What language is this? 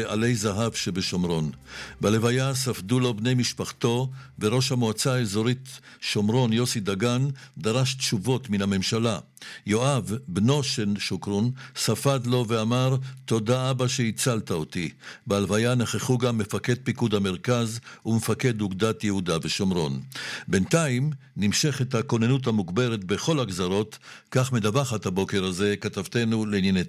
Hebrew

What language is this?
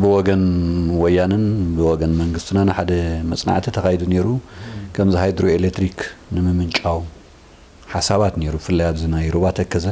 Tigrinya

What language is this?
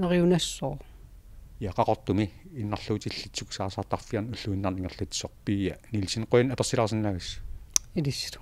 Kalaallisut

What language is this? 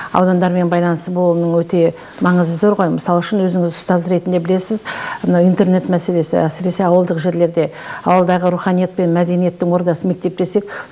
Kazakh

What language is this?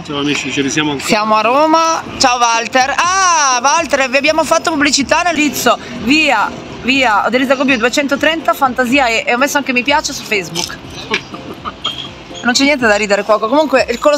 Italian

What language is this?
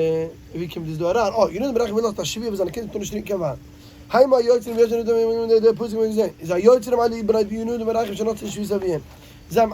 Yiddish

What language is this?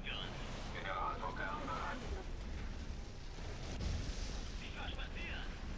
German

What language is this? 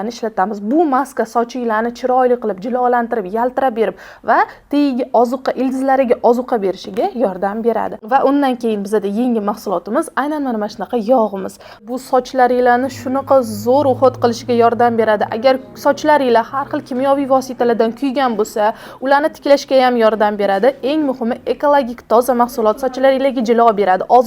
Uzbek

